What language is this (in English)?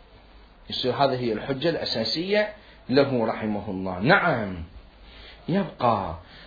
Mesopotamian Arabic